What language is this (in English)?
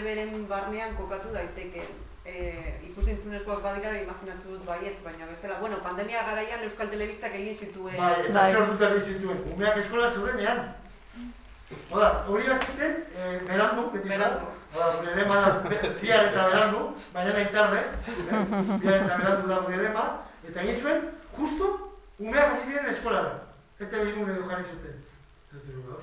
Basque